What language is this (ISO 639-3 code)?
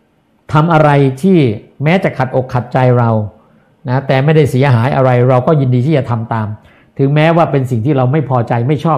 tha